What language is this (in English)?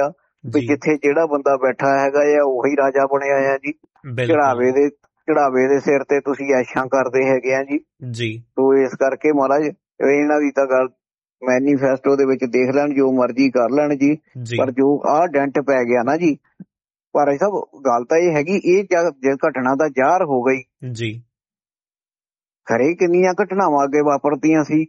Punjabi